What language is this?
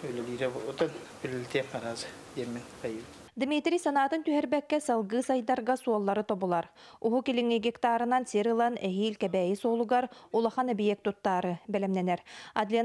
Yakut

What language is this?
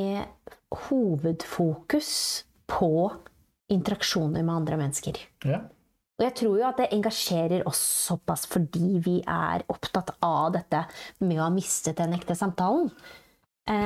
Norwegian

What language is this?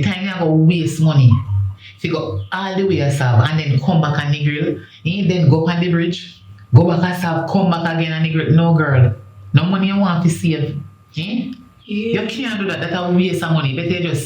Jamaican Creole English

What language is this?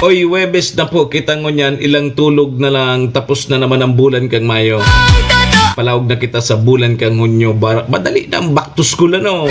Bikol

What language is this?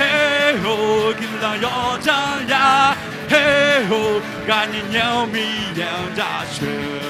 Akha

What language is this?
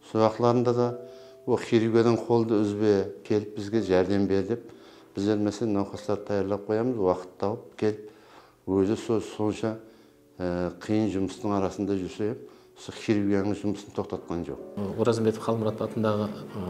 Kara-Kalpak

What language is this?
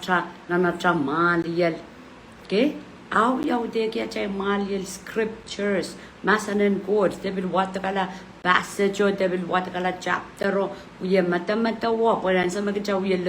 Pohnpeian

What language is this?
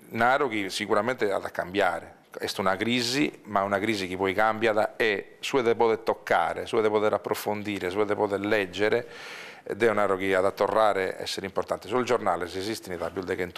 Sardinian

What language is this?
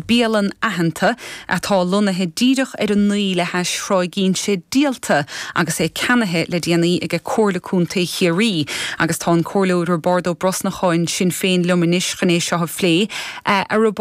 Irish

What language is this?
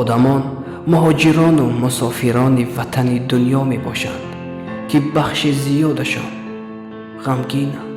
Tajik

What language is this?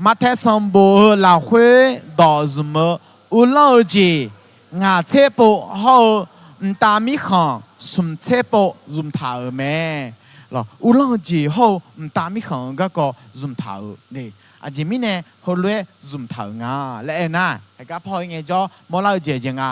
Akha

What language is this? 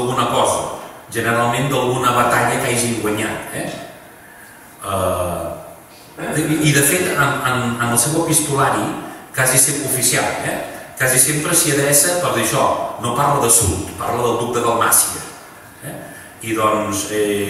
Catalan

